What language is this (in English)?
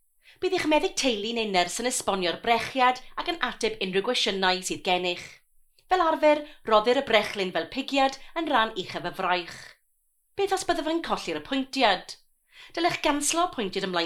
Welsh